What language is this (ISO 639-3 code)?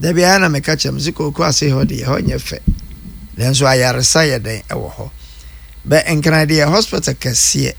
aka